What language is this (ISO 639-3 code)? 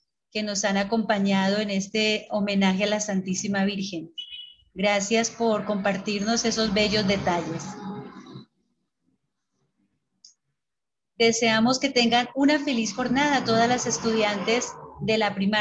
spa